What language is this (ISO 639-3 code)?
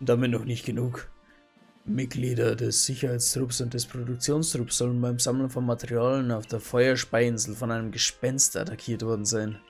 bar